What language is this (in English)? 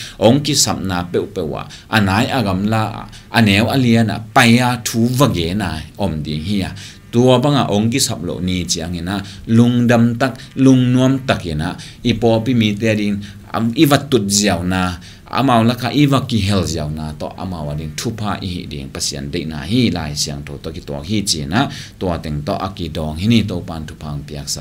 Tedim Chin